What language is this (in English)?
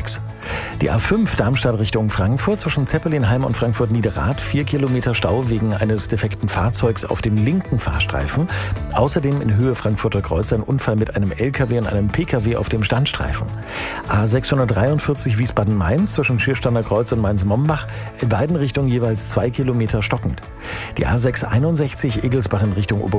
German